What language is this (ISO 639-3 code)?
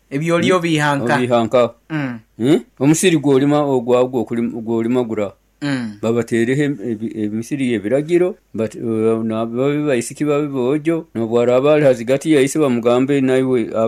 nyo